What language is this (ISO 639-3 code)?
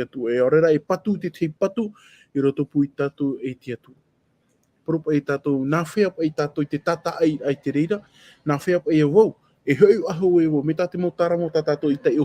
tah